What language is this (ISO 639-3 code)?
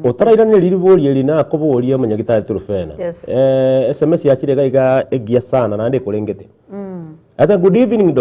guz